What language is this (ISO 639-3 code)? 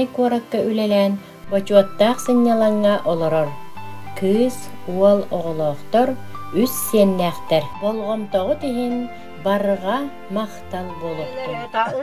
sah